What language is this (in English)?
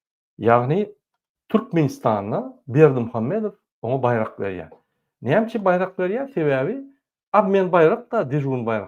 Turkmen